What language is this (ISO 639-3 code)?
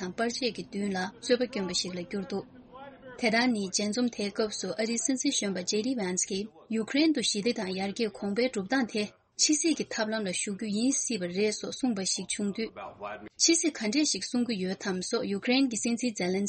bod